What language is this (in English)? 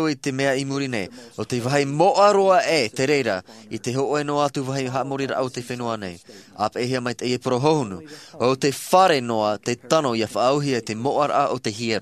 Tahitian